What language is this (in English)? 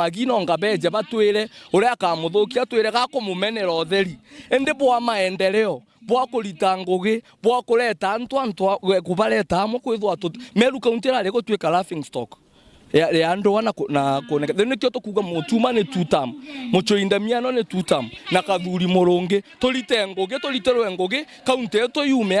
Meru